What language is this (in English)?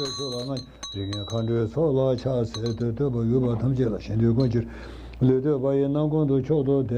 Tibetan